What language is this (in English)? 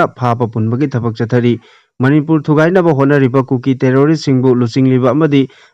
Manipuri